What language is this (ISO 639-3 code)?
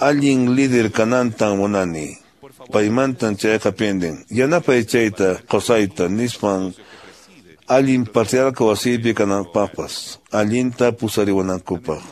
que